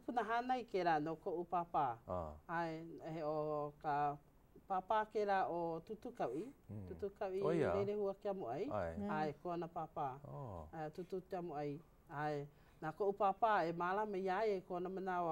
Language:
Hawaiian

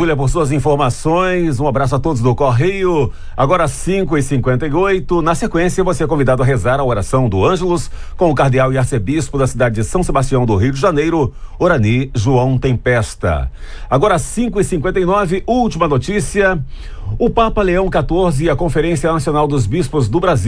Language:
Portuguese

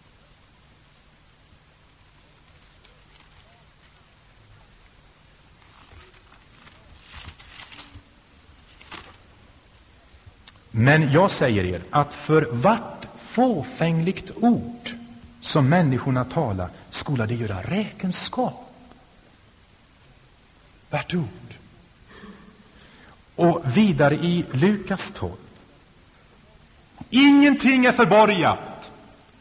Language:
Swedish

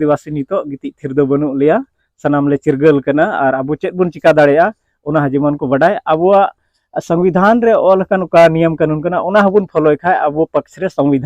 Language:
Santali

